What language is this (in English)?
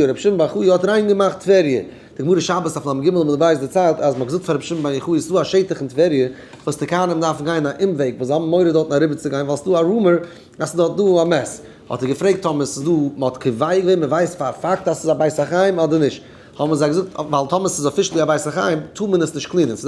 Yiddish